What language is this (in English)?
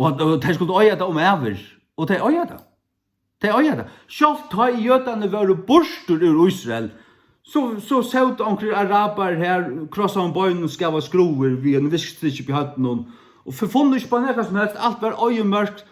Faroese